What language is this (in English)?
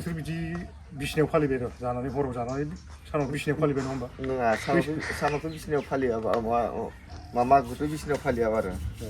Bodo